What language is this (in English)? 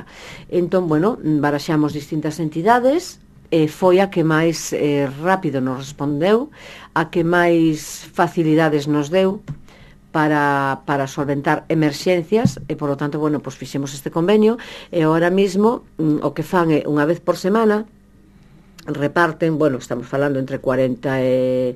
Galician